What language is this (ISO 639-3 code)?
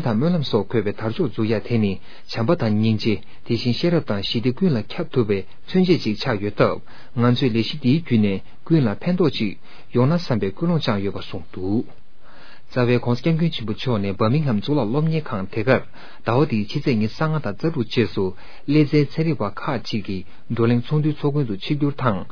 bod